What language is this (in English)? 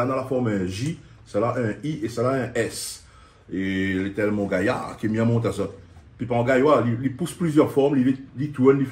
Réunion Creole French